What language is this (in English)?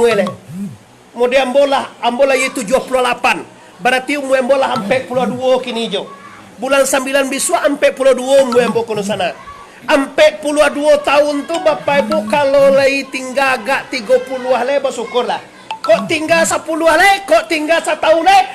Minangkabau